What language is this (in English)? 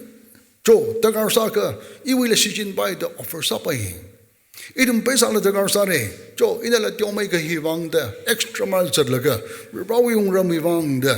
Tangkhul Naga (India)